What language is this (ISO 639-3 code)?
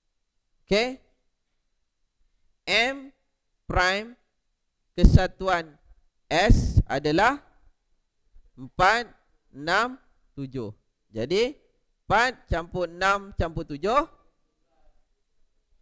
msa